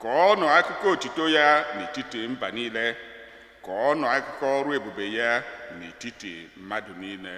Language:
Igbo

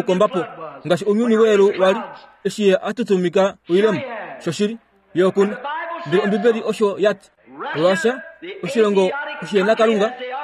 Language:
Kuanyama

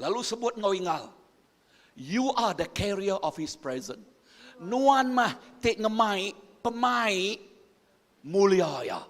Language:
Iban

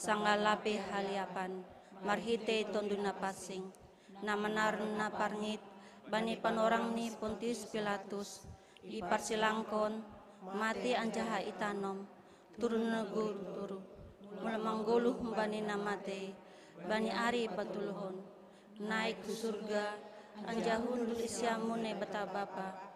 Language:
Batak Simalungun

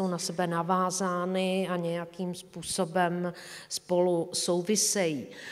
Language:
Czech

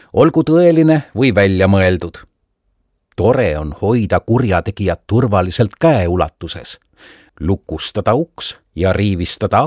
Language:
Estonian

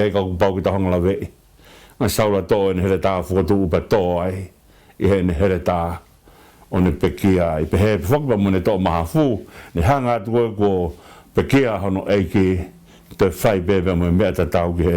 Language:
Tongan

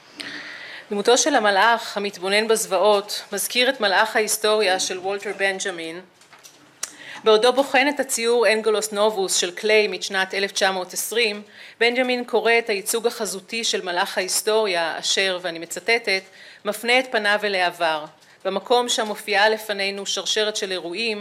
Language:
Hebrew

